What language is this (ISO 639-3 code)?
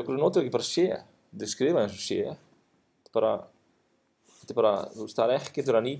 isl